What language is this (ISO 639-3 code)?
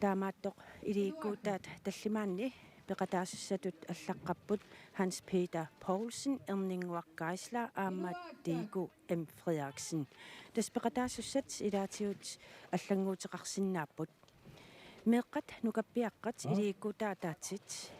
kal